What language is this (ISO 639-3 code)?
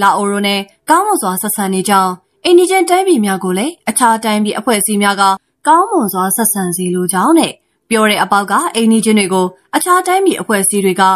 mya